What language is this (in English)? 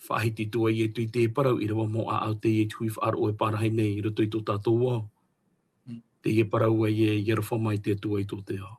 Tahitian